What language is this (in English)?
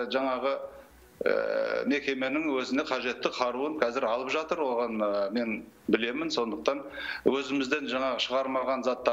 Kazakh